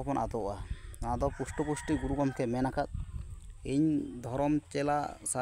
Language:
Santali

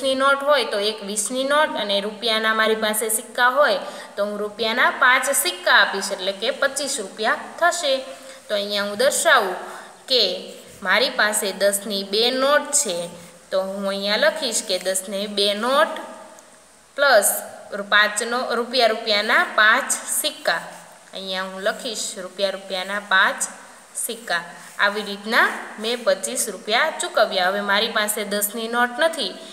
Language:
Gujarati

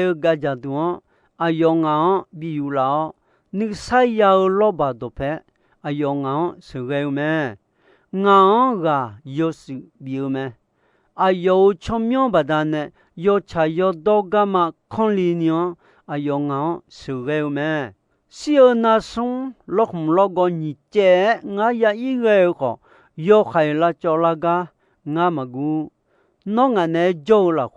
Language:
Akha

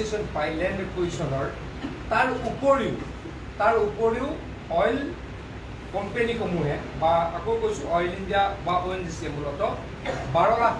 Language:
Assamese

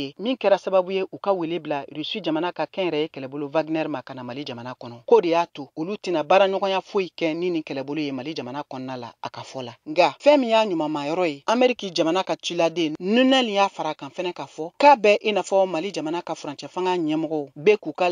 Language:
Bambara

